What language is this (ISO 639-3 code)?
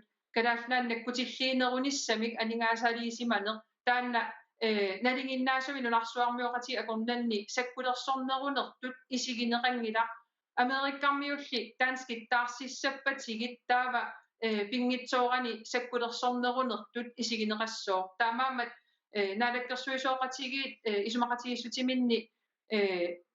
kal